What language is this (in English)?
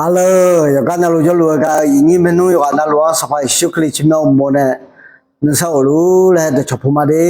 Akha